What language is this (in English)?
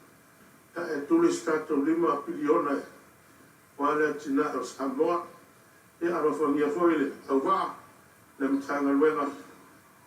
Samoan